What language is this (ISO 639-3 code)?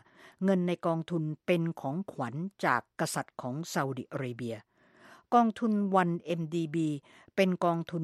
tha